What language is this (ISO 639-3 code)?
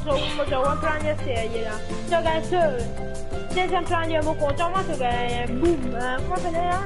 mfe